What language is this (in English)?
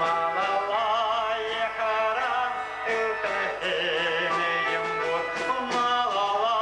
Chuvash